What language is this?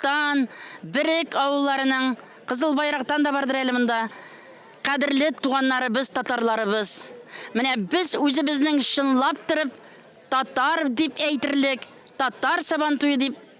Tatar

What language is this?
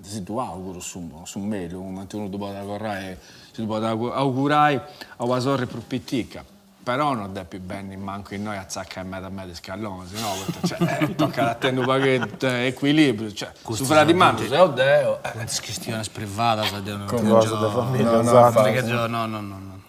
Sardinian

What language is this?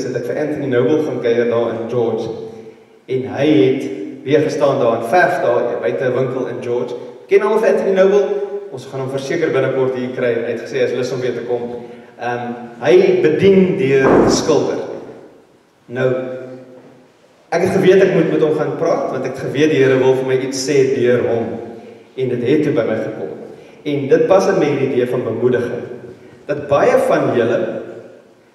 Afrikaans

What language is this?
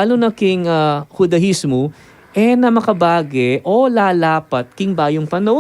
Pampanga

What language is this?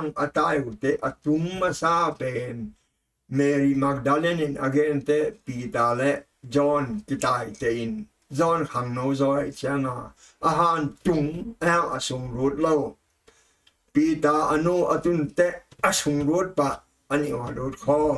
Tedim Chin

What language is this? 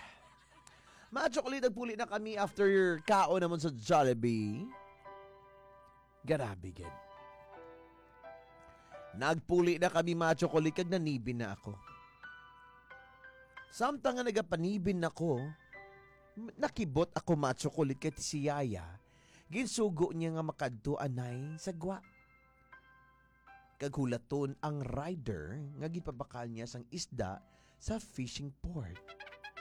Hiligaynon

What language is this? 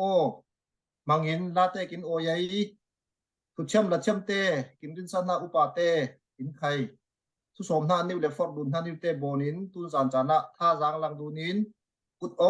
Falam Chin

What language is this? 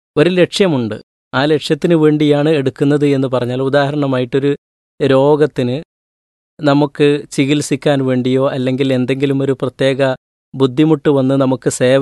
Malayalam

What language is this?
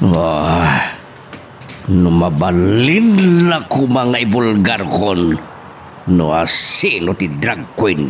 Iloko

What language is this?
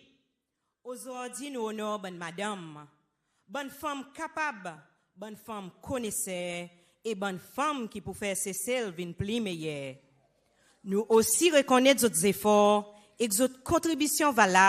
Seselwa Creole French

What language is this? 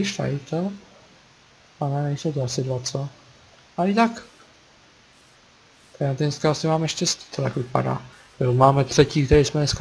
Czech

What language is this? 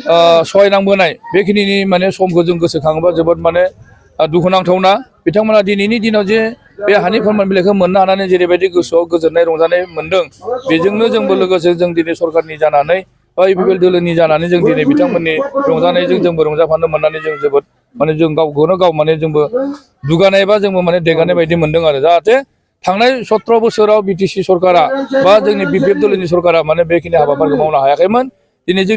Bodo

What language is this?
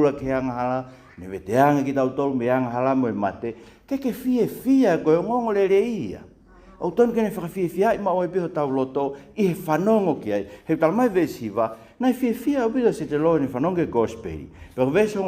Tongan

